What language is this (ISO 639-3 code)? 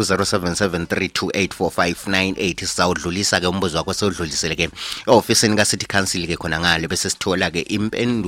nde